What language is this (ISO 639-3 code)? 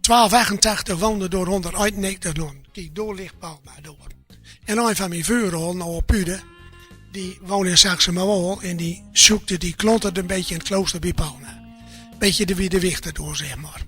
gos